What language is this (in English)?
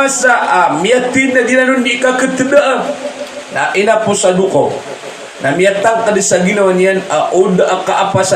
Maranao